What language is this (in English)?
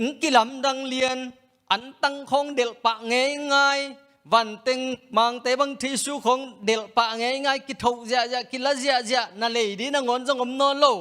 Tedim Chin